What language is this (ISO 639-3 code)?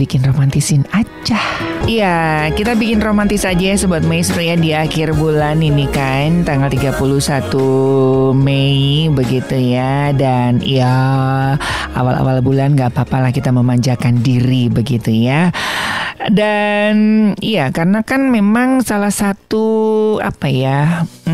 ind